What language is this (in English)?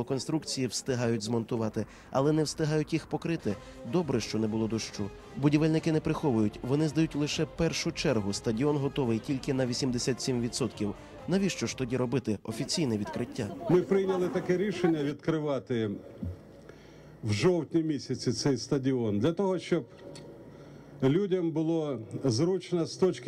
Ukrainian